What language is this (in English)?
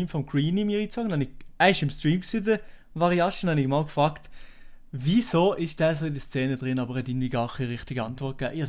Swiss German